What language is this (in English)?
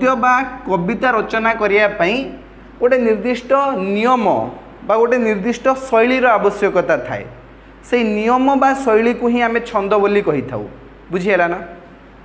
Odia